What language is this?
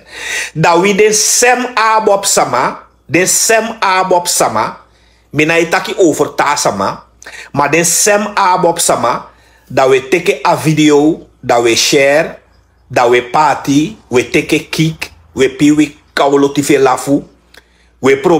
Sranan Tongo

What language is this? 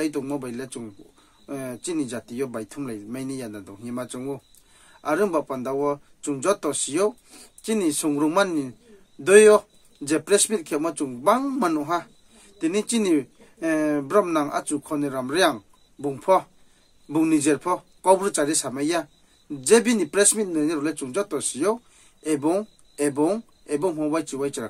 Riang (India)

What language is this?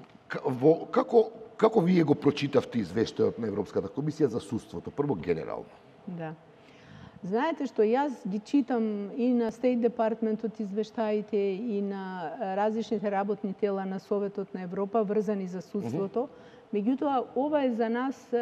Macedonian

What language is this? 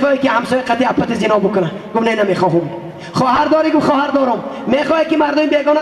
Tajik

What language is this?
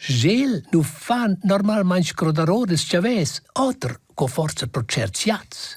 Romansh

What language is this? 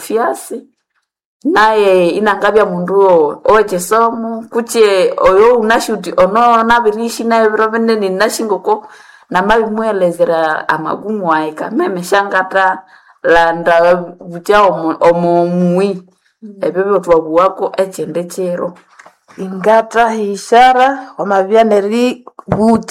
Nande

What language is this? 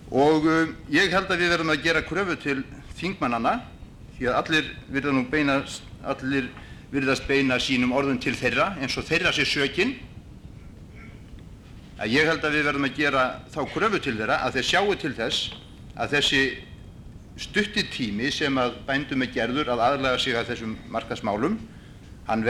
Icelandic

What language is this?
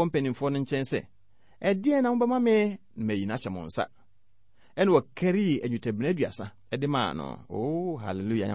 Akan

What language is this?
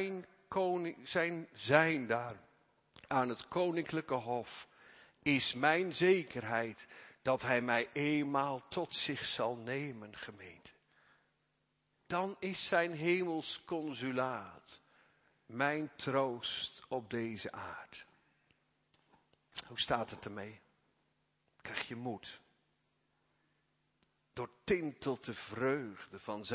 Dutch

